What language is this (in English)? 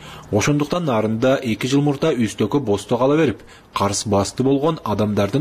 Kyrgyz